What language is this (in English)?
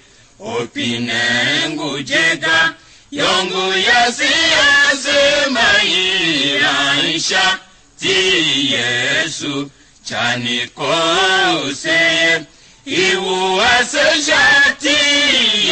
Tiv